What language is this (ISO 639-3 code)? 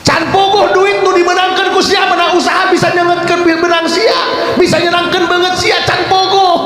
sun